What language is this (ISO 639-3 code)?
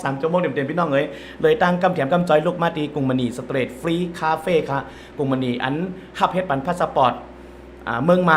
shn